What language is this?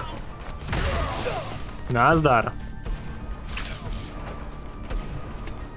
Czech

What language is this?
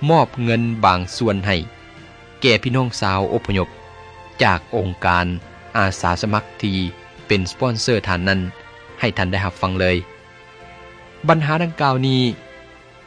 Thai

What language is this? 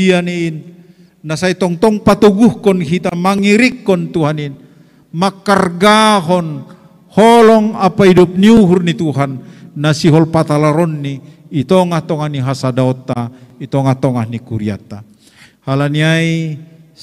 Batak Simalungun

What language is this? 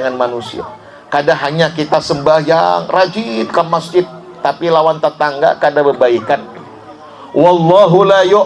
Banjar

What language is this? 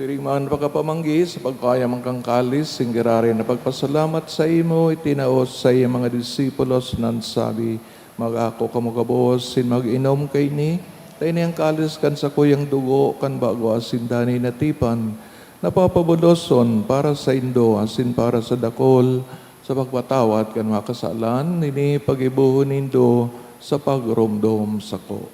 Bikol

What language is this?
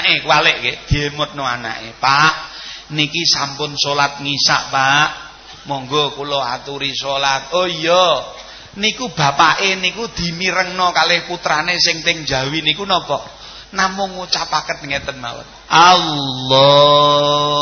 Javanese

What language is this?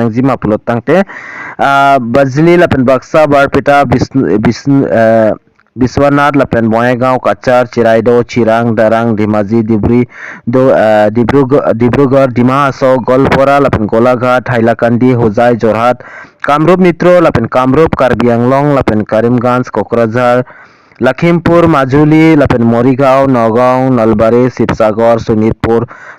Karbi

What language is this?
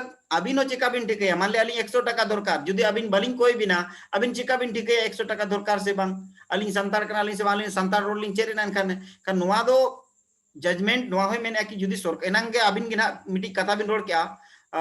Santali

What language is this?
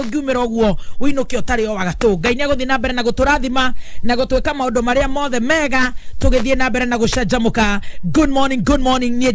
Kikuyu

